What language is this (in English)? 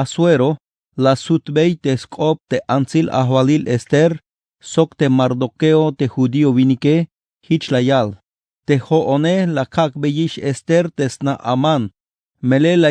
Tzeltal